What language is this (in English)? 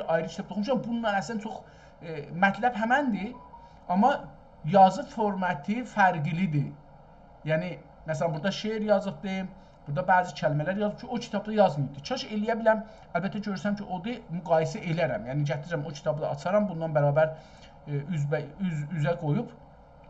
South Azerbaijani